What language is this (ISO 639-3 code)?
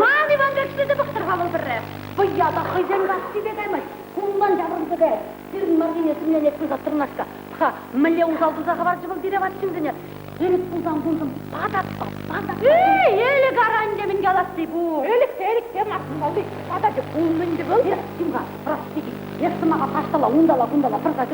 chv